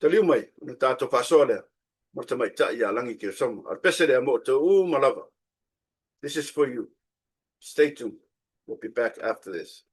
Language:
Samoan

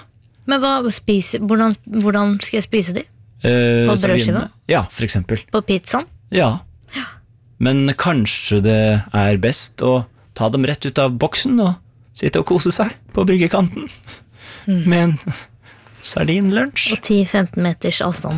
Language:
Norwegian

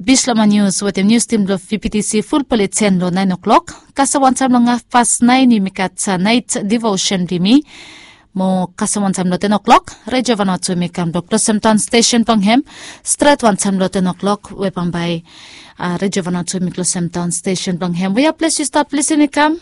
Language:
Bislama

